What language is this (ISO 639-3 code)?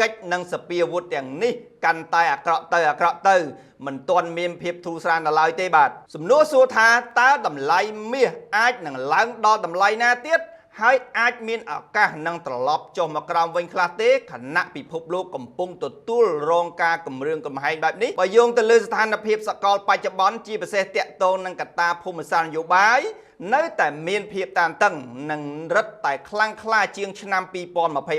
khm